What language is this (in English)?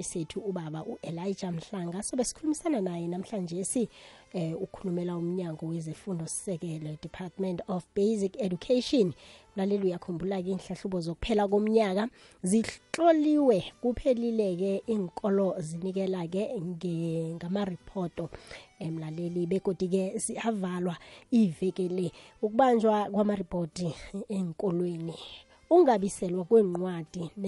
South Ndebele